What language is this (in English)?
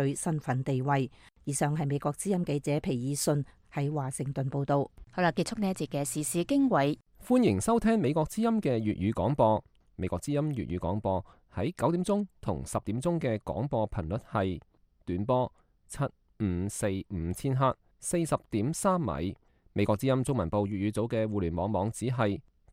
Cantonese